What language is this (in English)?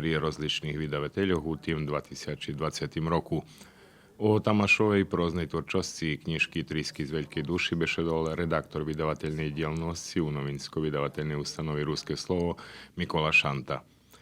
Rusyn